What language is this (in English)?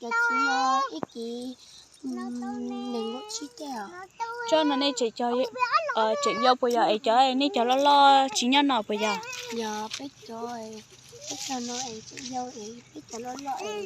Hmong